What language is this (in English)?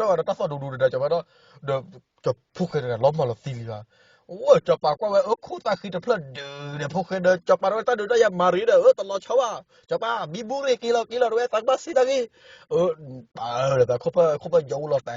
S'gaw Karen